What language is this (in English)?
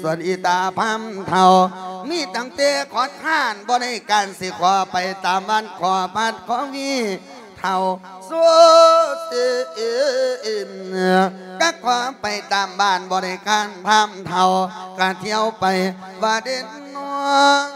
Lao